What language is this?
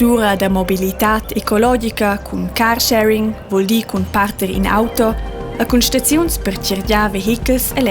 Romansh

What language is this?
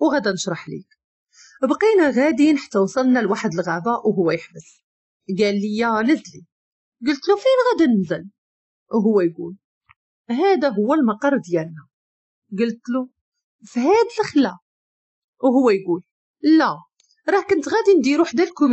Moroccan Arabic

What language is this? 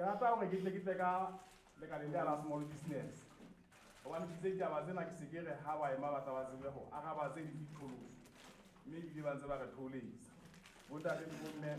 Southern Sotho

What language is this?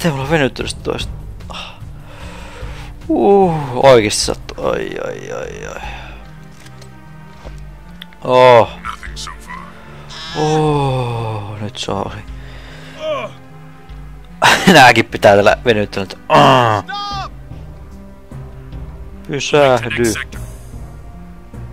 Finnish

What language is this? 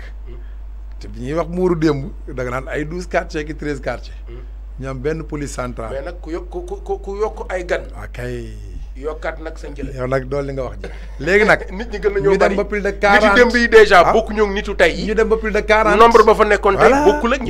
Wolof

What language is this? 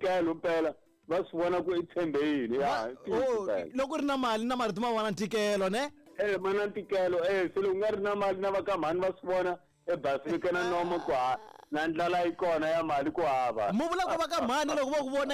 Tsonga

